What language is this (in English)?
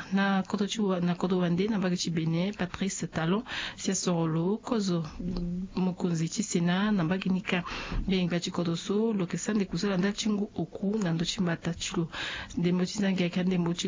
Sango